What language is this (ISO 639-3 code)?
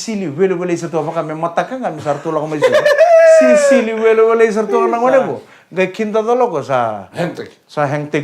fij